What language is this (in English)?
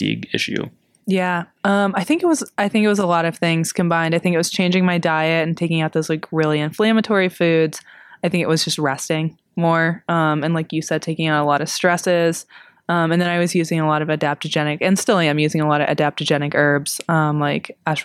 English